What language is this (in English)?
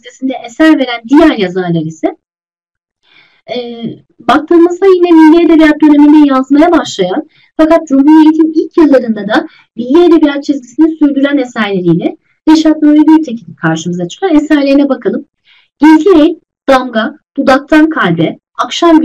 Turkish